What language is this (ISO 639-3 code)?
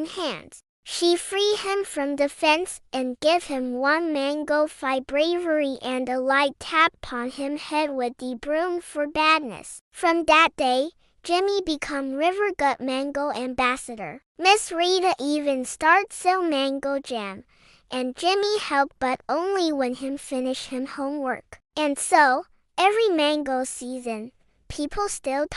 jam